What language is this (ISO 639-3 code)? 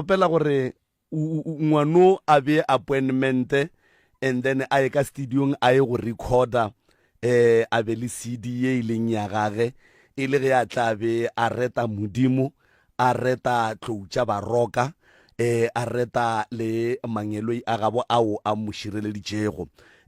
nso